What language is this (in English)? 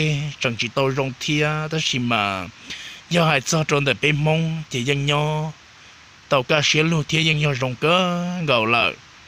Hmong